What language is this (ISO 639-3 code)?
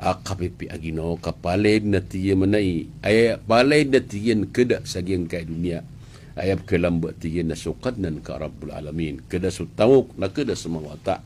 mrw